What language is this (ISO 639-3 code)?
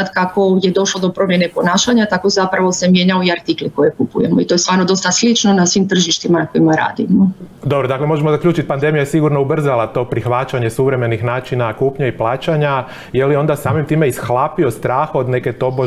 hrv